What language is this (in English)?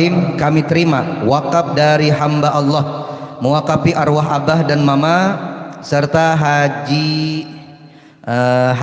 Banjar